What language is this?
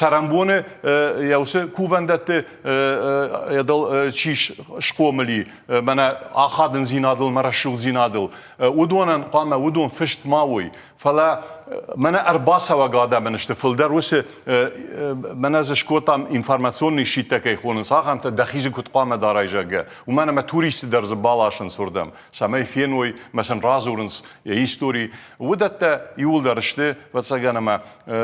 Ossetic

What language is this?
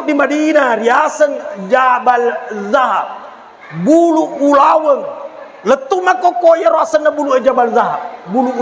Buginese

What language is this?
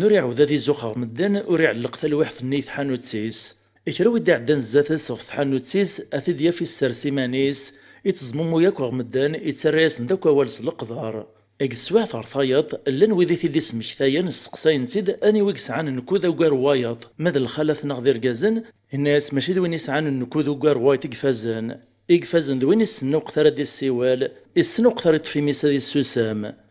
Kabyle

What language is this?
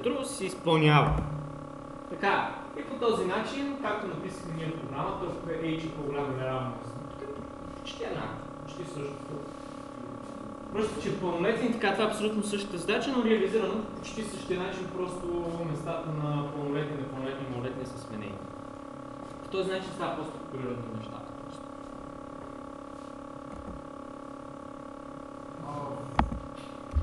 Bulgarian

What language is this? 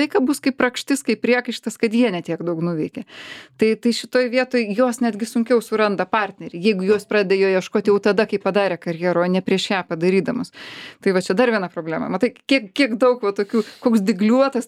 Lithuanian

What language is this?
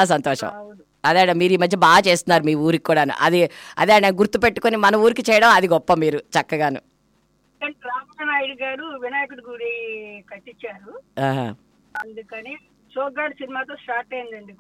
Telugu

